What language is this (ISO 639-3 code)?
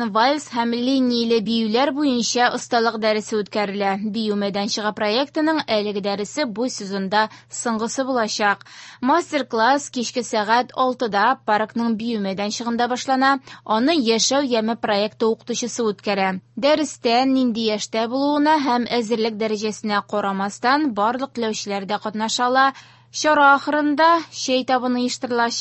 tat